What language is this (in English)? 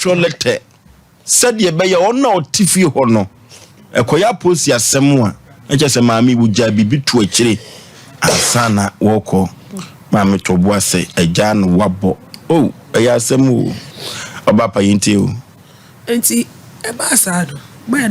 Akan